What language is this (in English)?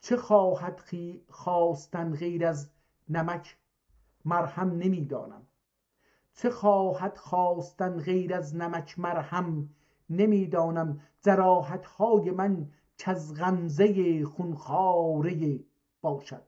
South Azerbaijani